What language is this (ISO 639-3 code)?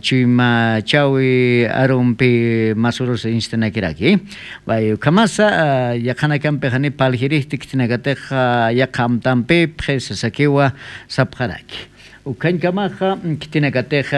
aym